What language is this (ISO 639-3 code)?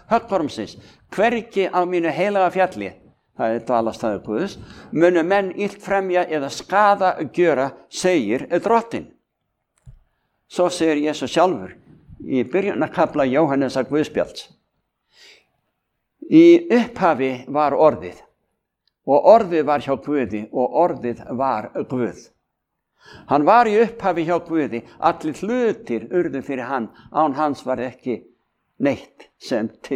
isl